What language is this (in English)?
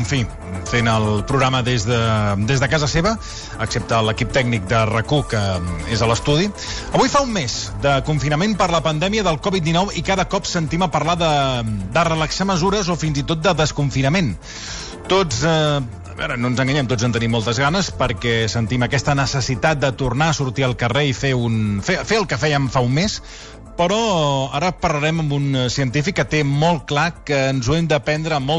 Catalan